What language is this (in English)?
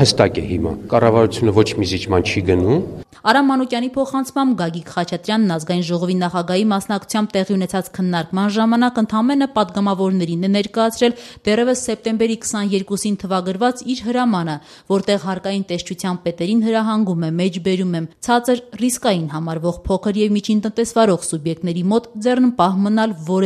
Armenian